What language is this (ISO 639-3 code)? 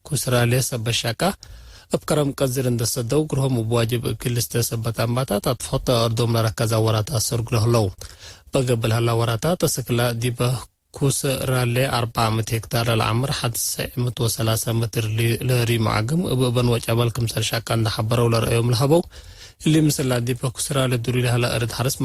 tig